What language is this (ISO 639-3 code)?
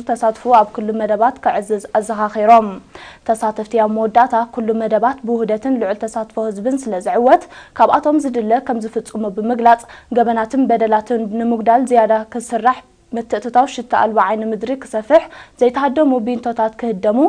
tir